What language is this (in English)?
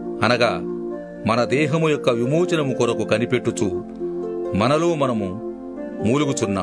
Telugu